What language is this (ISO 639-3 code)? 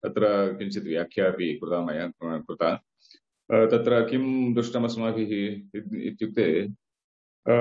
san